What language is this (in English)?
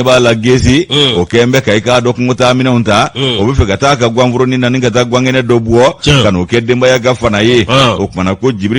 Bambara